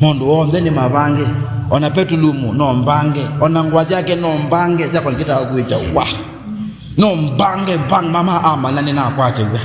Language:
Kamba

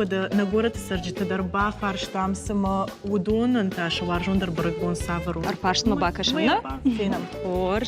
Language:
Ossetic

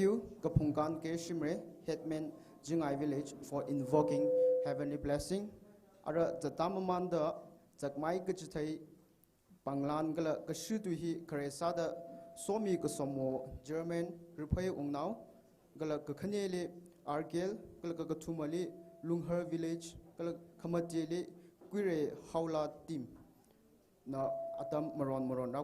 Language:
Tangkhul Naga (India)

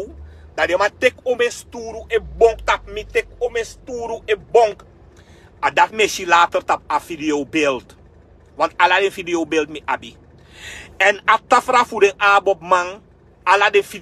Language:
Sranan Tongo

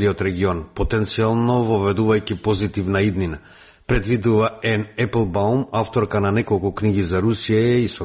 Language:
Macedonian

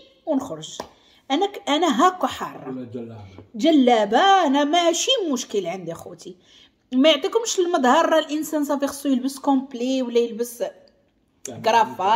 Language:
Moroccan Arabic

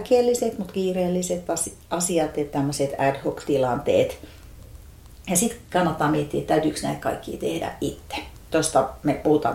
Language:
Finnish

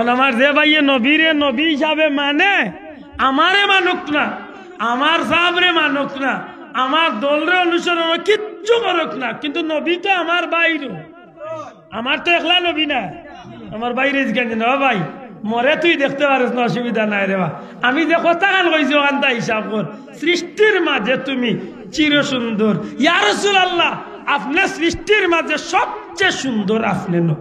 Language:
Sylheti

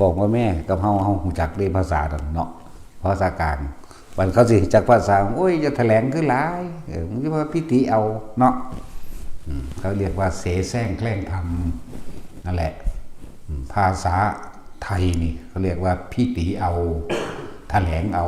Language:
Northeastern Thai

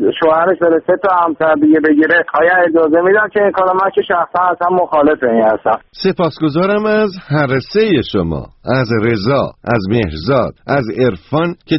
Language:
Persian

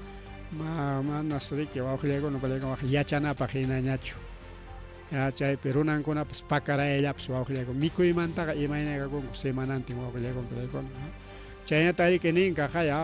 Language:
Ayacucho Quechua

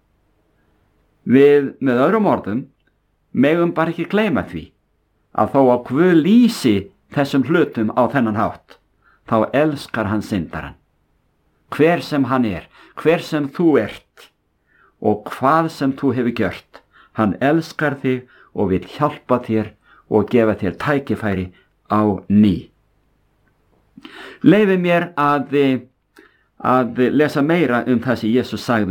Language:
Icelandic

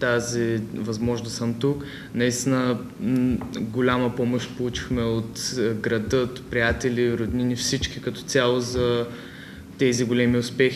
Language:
Bulgarian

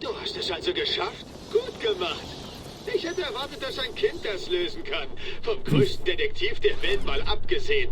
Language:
Bavarian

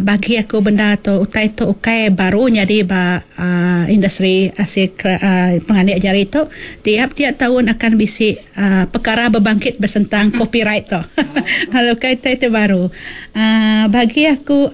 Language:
Iban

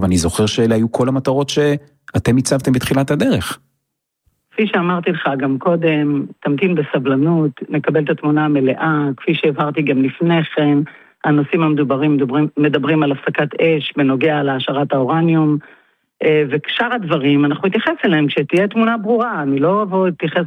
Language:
Hebrew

